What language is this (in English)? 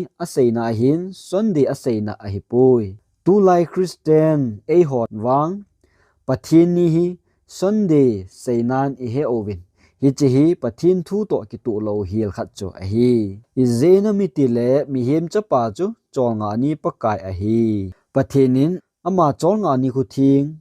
Thado Chin